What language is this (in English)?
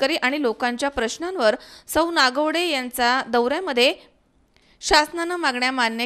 Marathi